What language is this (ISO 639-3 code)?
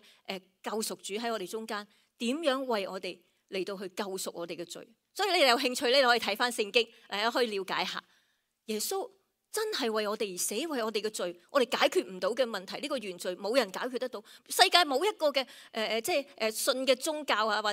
yue